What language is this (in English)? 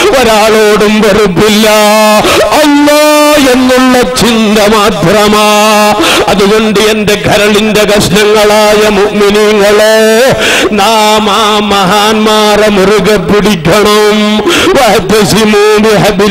Malayalam